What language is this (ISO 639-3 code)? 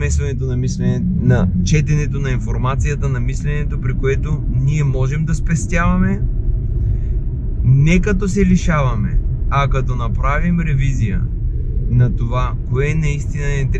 bul